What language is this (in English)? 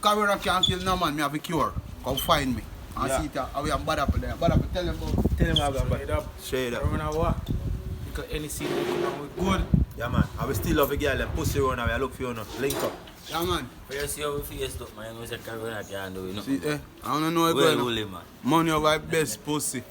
Jamaican Creole English